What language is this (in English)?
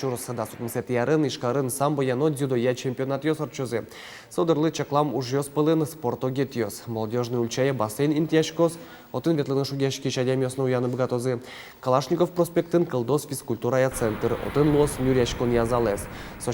Udmurt